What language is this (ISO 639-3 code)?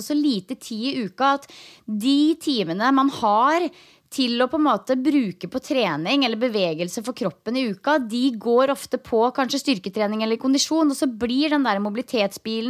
nor